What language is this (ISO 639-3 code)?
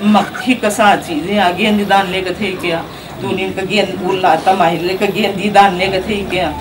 pck